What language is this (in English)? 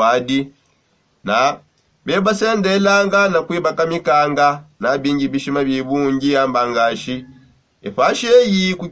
Songe